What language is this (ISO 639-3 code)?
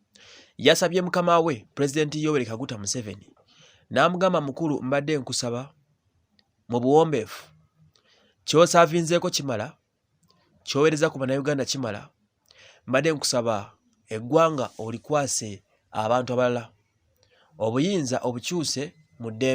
lug